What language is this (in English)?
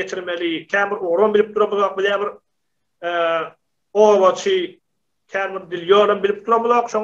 Turkmen